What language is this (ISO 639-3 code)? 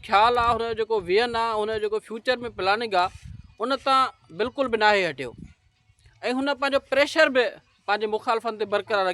snd